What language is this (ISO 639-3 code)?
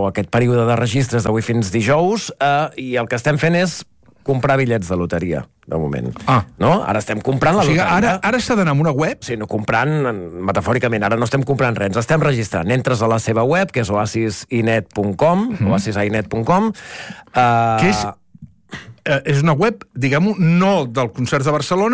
cat